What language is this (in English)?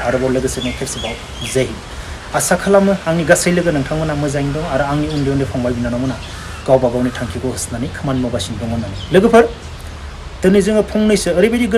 Bodo